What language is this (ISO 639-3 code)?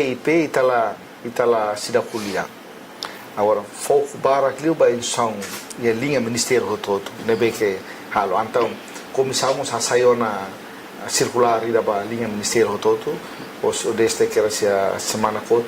tet